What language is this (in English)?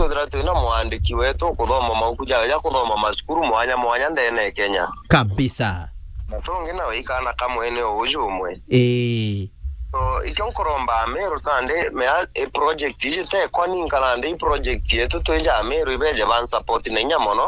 Meru